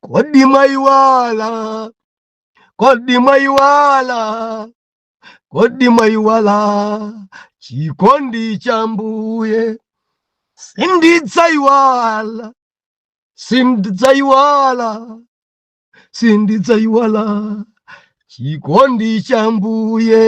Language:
Nyanja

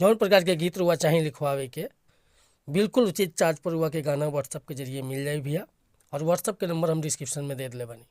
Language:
Bhojpuri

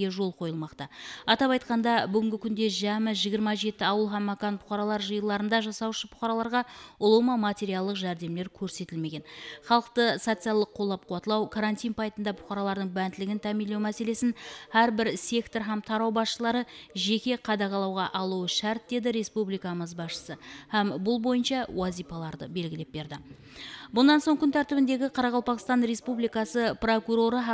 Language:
Kara-Kalpak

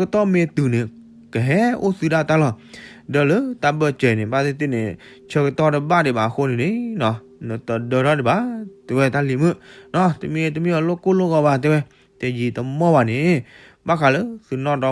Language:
S'gaw Karen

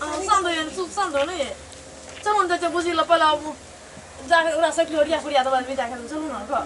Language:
Maithili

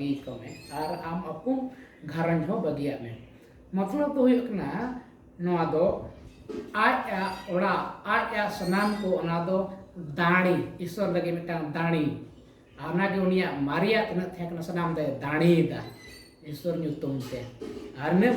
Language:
Santali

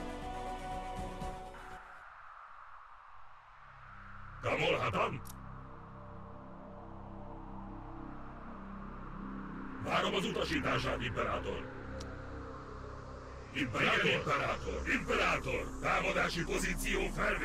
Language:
Hungarian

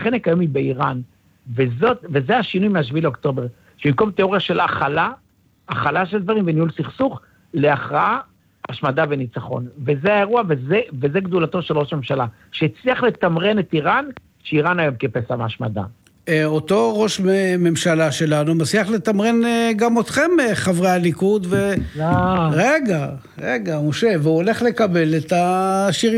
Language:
Hebrew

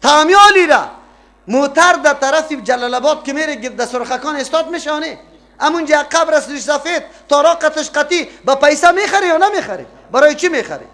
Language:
Persian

